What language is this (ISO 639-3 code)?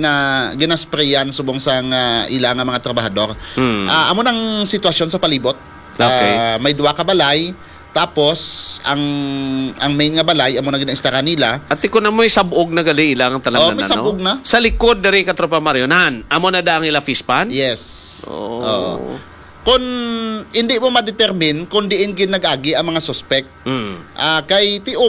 hil